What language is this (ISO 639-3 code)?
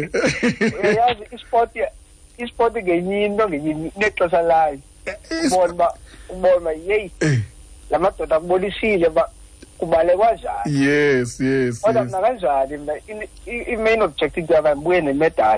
xho